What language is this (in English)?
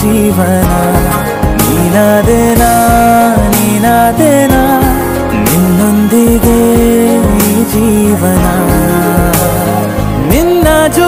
Kannada